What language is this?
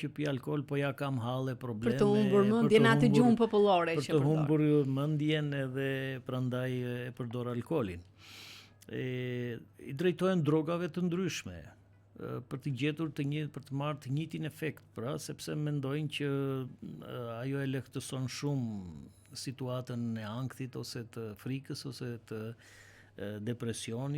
Albanian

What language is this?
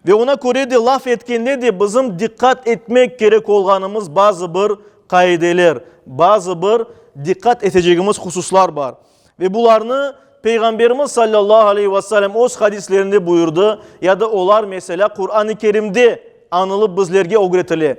Crimean Tatar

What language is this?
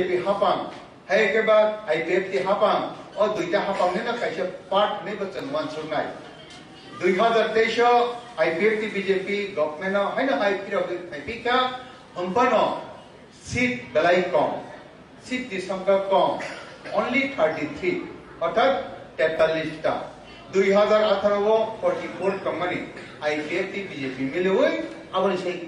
Kok Borok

